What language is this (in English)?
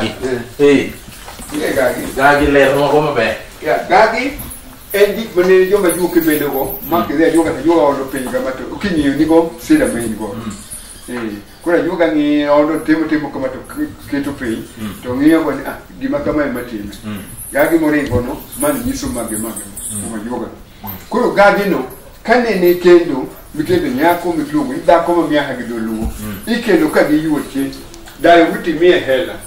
Luo (Kenya and Tanzania)